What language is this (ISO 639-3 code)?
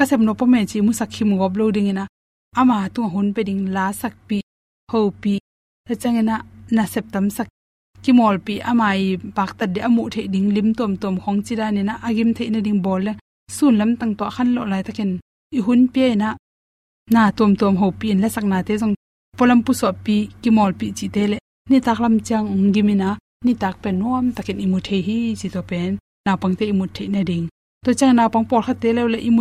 ctd